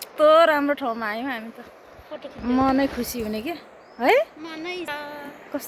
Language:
Nepali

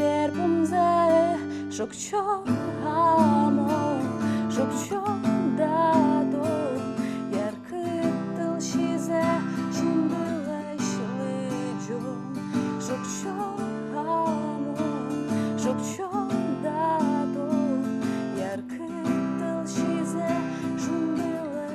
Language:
Udmurt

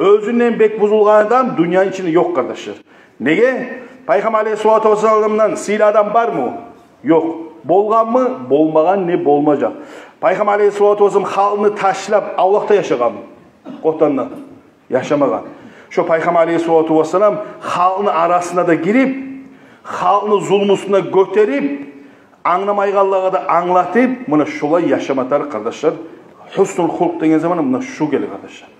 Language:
Kumyk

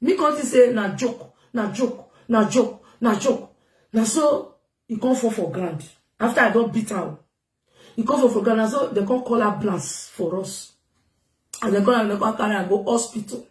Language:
Nigerian Pidgin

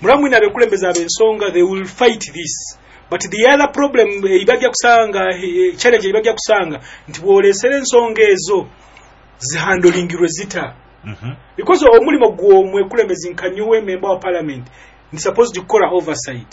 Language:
Nyoro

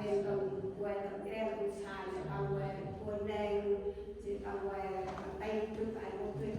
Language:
Central Mnong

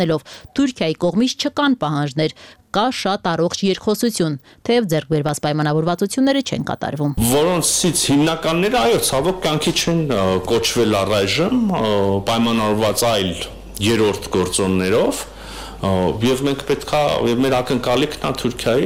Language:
Armenian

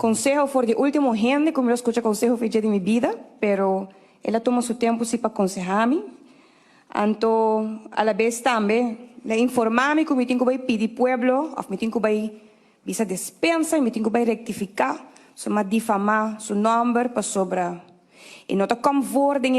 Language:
Papiamento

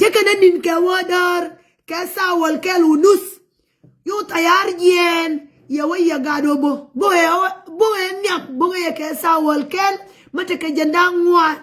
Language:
Nuer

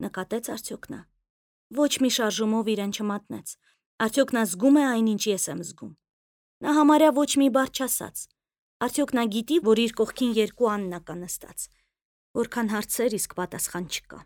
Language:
Armenian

